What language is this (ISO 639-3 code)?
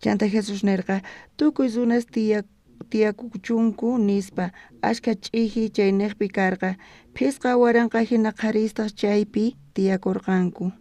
quh